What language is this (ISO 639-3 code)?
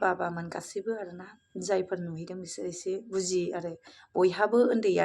brx